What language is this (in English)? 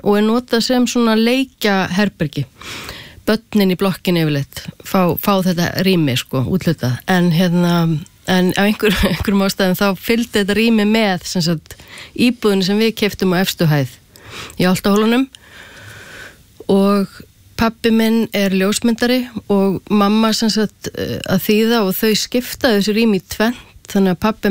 Icelandic